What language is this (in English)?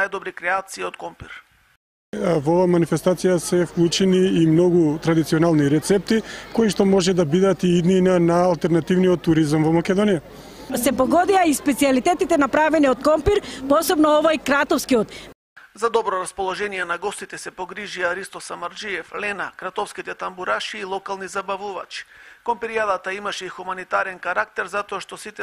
Macedonian